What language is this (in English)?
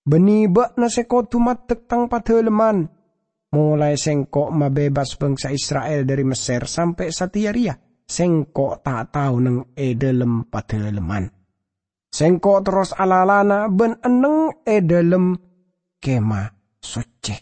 Madurese